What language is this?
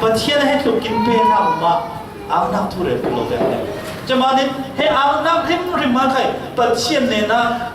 Falam Chin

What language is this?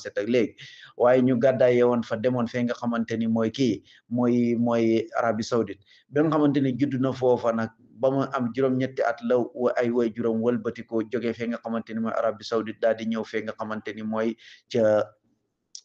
Wolof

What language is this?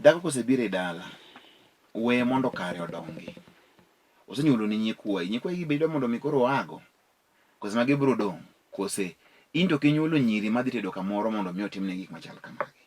Luo (Kenya and Tanzania)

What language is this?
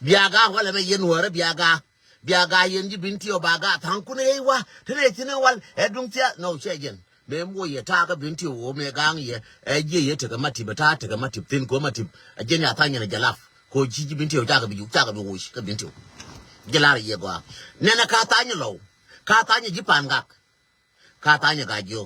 Nuer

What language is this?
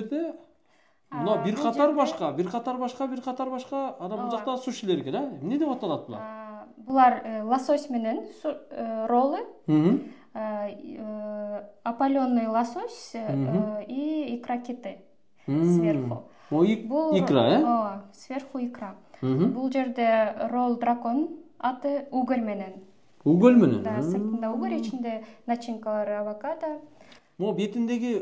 Kyrgyz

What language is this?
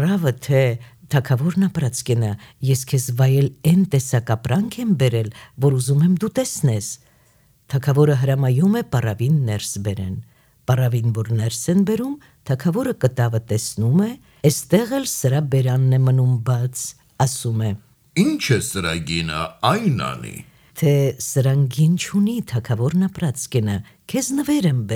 Armenian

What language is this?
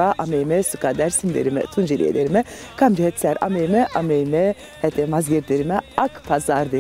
Zaza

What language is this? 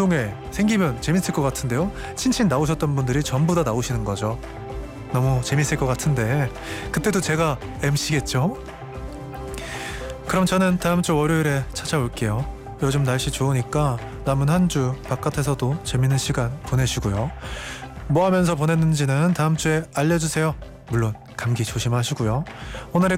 Korean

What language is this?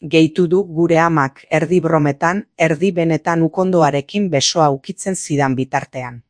Basque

